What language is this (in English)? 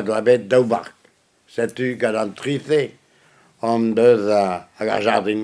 Breton